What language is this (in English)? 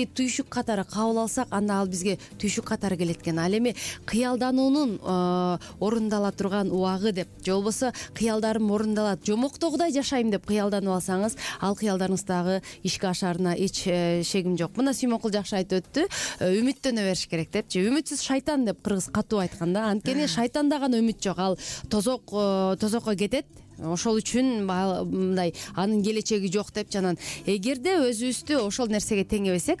Kyrgyz